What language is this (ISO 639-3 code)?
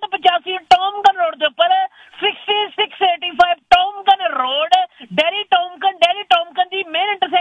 pan